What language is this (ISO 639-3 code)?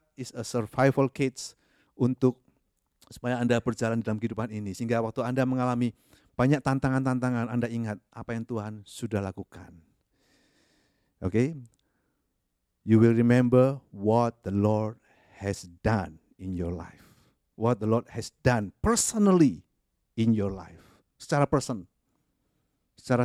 ind